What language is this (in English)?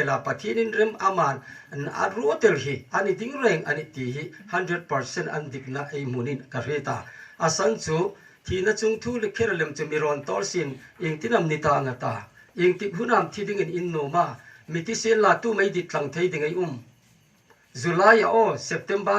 Hmar